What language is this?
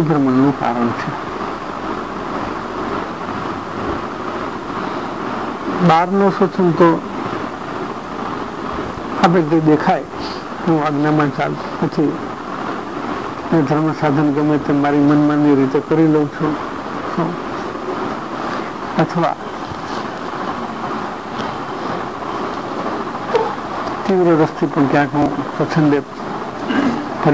Gujarati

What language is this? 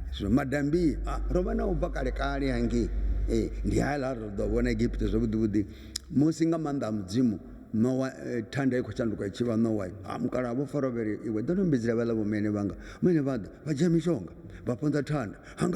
Venda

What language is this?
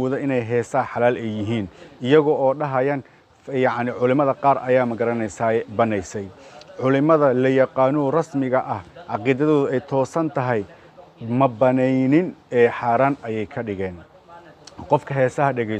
Somali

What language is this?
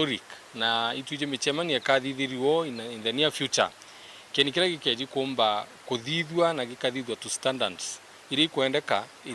Meru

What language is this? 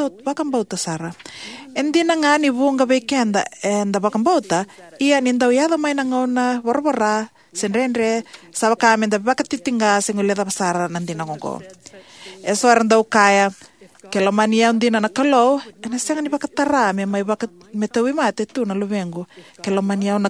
Fijian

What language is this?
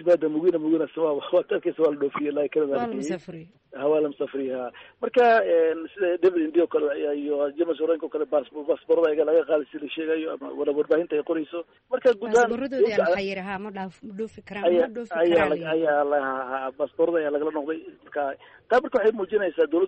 Somali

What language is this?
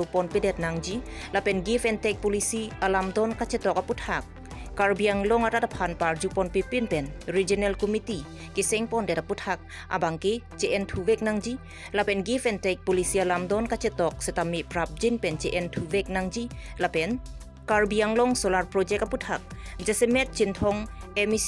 Karbi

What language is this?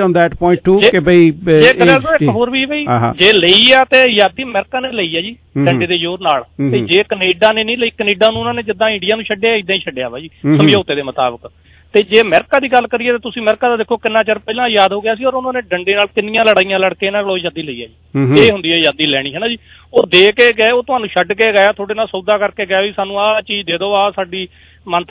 Punjabi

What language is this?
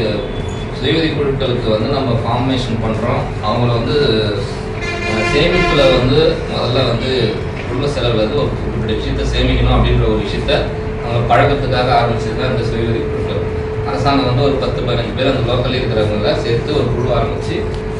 Tamil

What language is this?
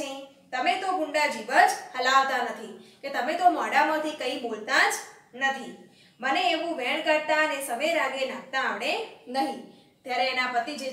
Gujarati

